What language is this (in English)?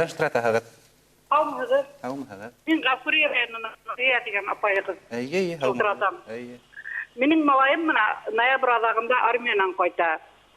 Bashkir